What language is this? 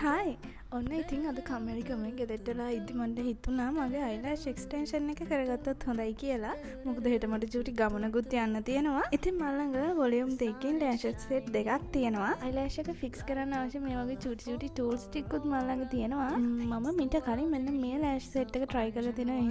Sinhala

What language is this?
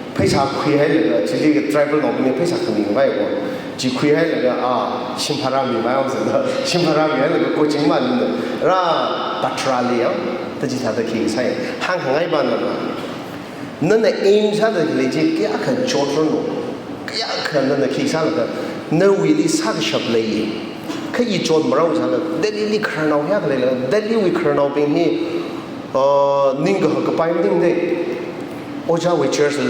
Tangkhul Naga (India)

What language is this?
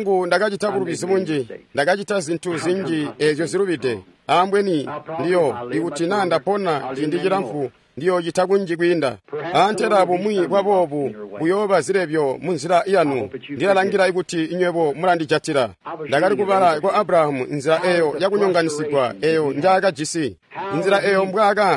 Tonga (Zambia)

